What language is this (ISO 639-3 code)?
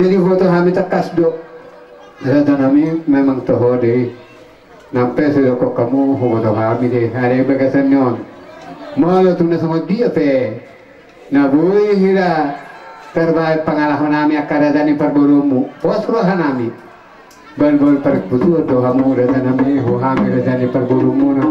bbc